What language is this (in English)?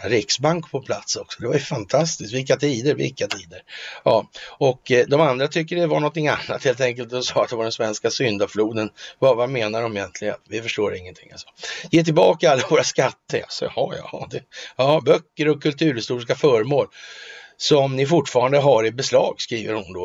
Swedish